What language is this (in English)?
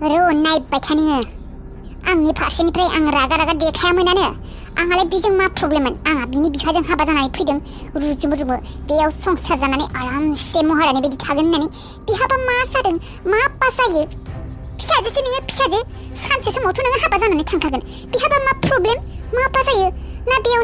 Bodo